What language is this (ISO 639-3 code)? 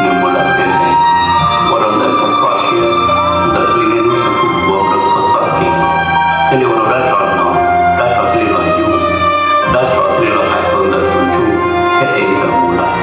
hmn